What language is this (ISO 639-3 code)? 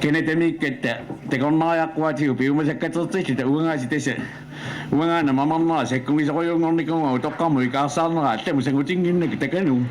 kal